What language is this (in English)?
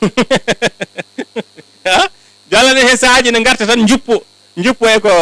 Fula